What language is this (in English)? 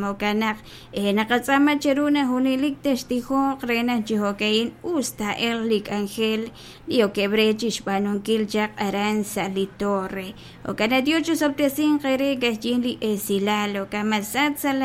Kekchí